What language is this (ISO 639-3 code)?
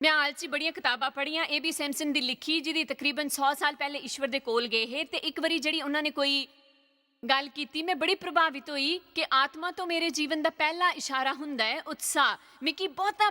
doi